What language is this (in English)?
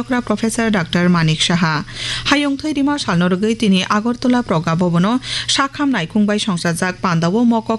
Kok Borok